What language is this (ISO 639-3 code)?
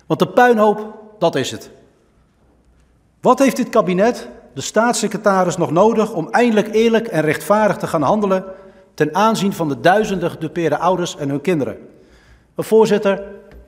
nld